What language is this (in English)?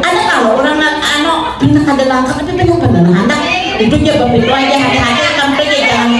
Banjar